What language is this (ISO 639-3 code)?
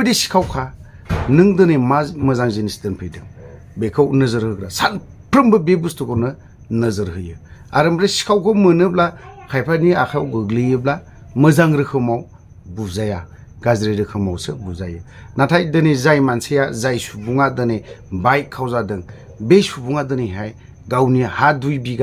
brx